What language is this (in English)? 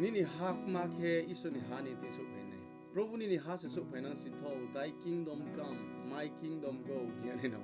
Riang (India)